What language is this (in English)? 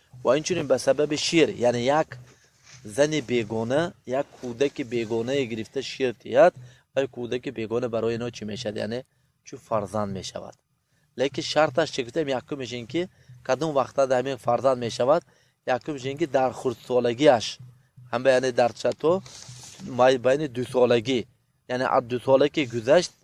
Tajik